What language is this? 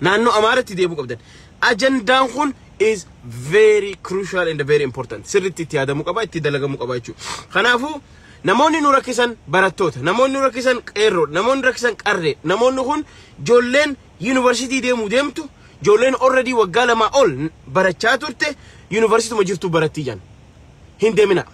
Oromo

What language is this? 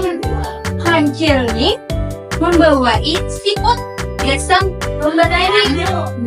Banjar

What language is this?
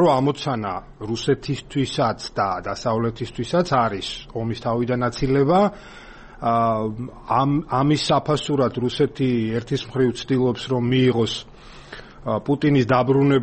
Georgian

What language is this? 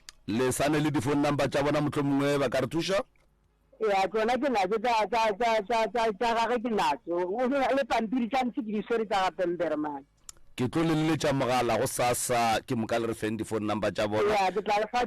Northern Sotho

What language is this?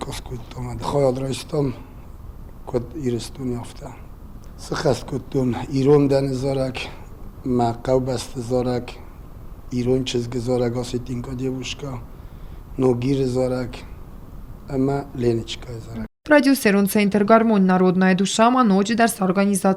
Ossetic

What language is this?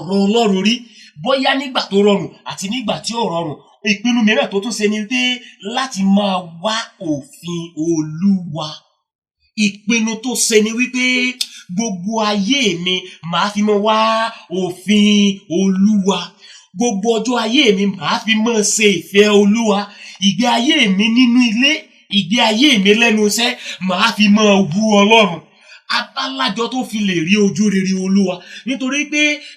Yoruba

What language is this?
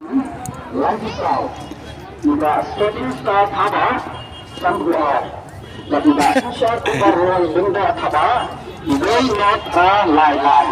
Khasi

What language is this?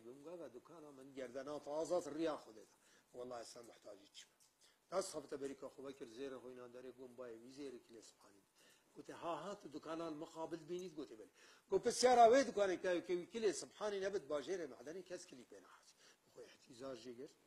Kurdish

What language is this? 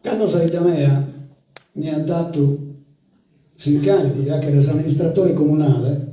Sardinian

